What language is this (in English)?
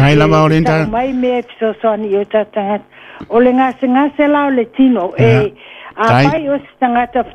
Samoan